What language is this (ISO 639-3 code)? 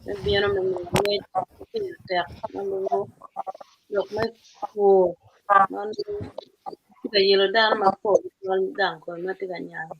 ach